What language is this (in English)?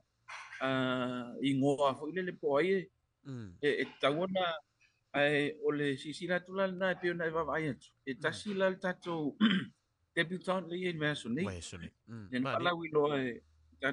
Samoan